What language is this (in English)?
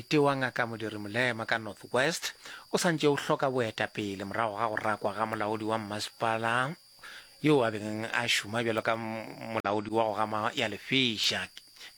Northern Sotho